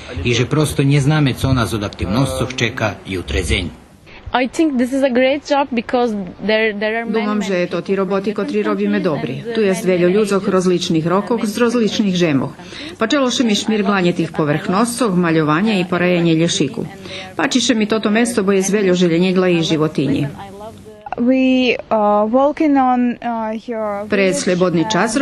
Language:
Rusyn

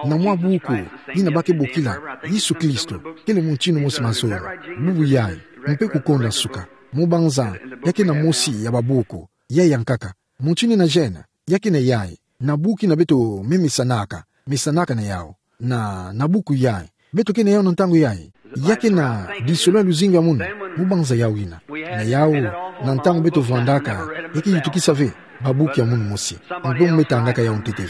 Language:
Kituba (Democratic Republic of Congo)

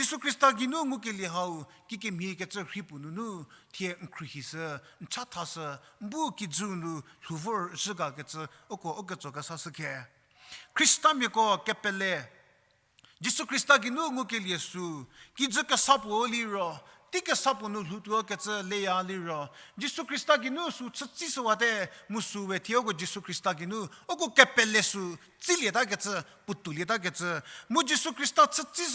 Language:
Angami Naga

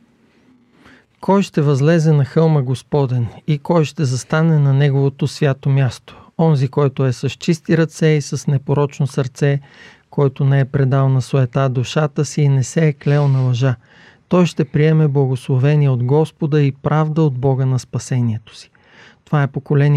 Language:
Bulgarian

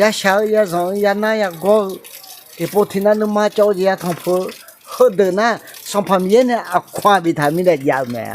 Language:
Akha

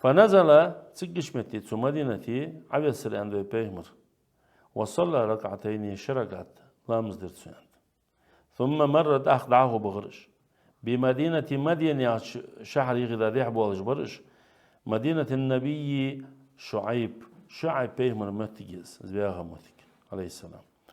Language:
Ingush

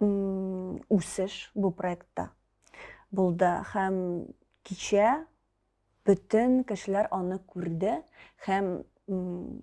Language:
Tatar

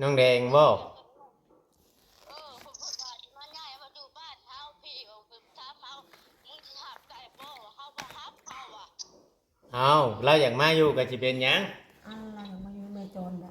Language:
Lao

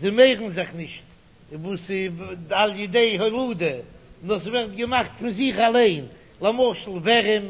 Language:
Yiddish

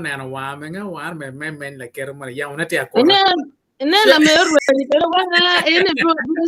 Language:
Acoli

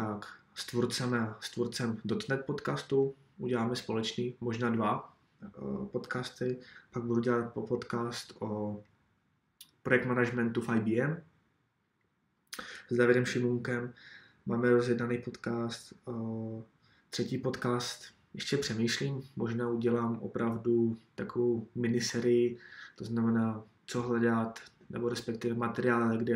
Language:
Czech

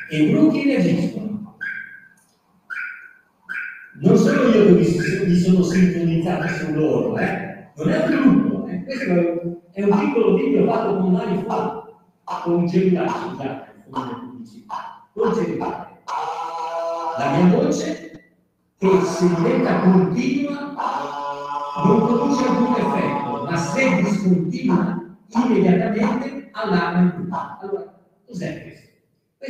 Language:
Italian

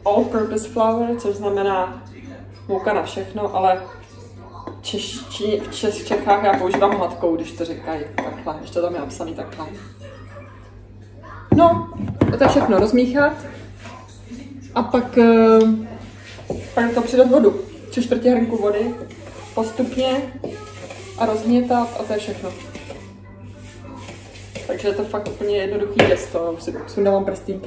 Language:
Czech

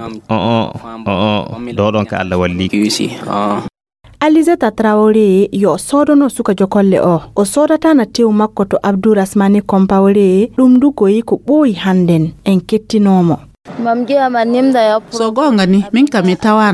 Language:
Fula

